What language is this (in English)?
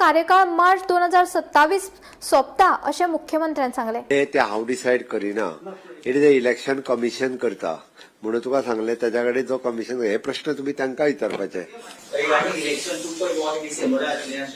Konkani